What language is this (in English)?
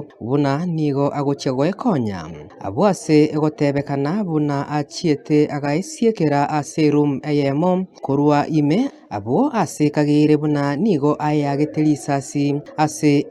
Gusii